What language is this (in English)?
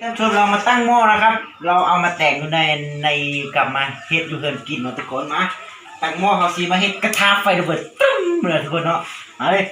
Lao